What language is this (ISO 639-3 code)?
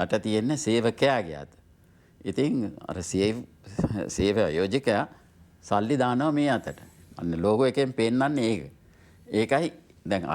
sin